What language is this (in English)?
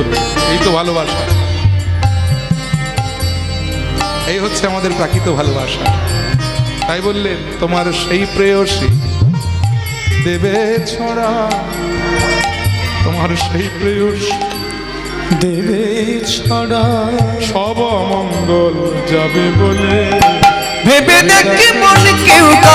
Bangla